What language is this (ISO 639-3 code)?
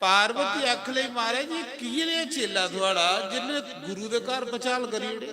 doi